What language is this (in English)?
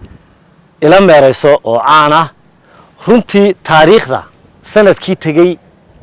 Somali